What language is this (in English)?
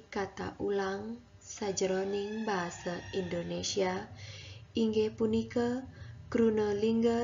Balinese